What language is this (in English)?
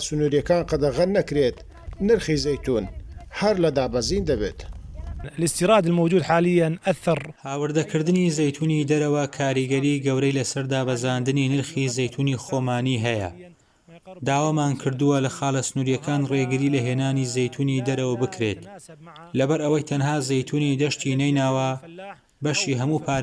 Central Kurdish